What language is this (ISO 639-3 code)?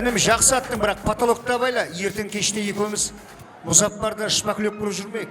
kaa